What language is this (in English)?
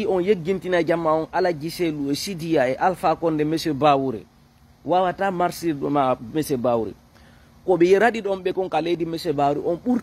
Fula